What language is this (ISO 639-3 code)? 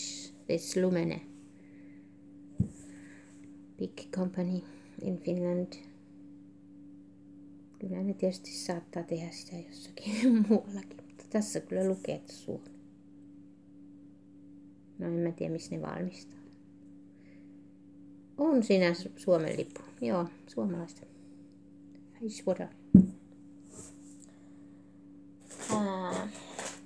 fin